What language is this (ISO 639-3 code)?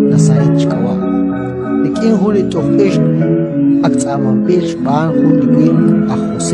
kek